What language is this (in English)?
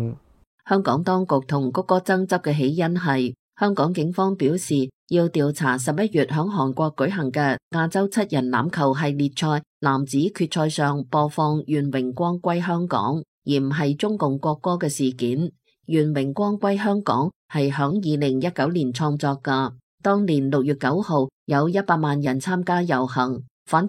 Cantonese